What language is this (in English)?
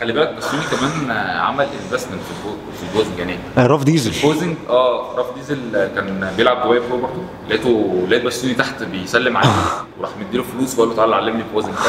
Egyptian Arabic